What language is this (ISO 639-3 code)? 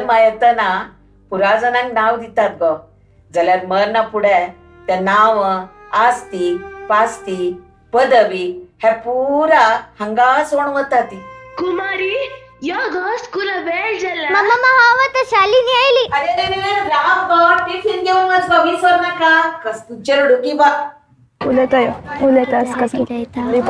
kok